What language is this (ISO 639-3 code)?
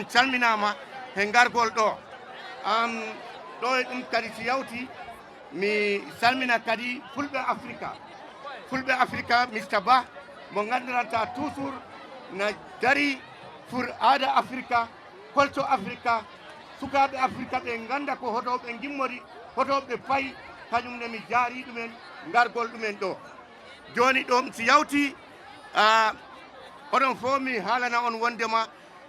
ful